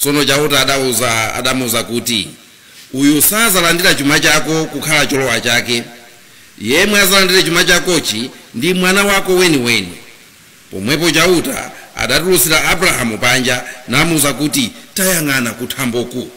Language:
Nyanja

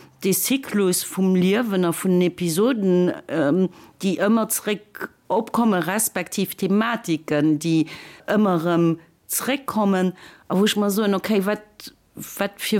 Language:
Luxembourgish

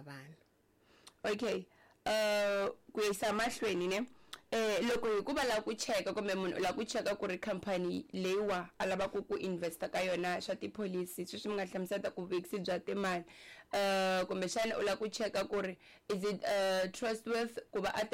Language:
Tsonga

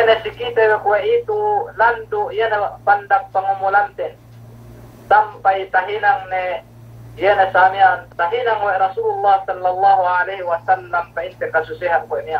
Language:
Yakan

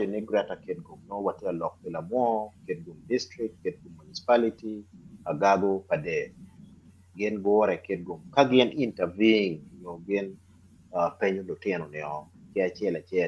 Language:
Acoli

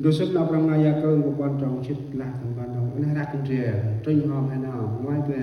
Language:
Central Mnong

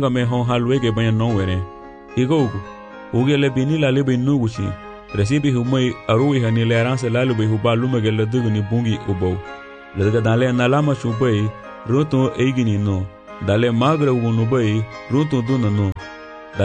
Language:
Garifuna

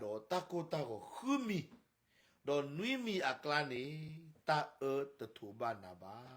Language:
S'gaw Karen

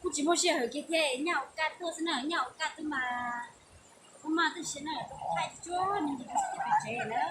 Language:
Hmong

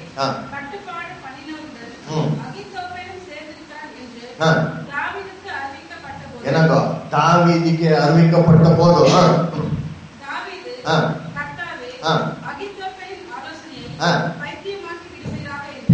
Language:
Tamil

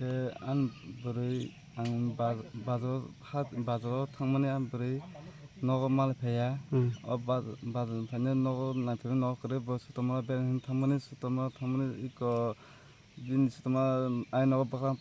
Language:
Kok Borok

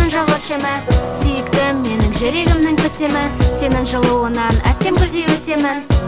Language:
Kazakh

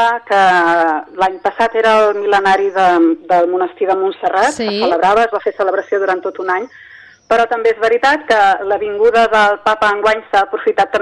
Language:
Catalan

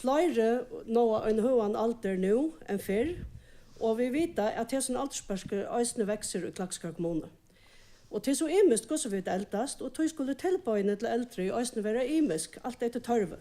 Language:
Faroese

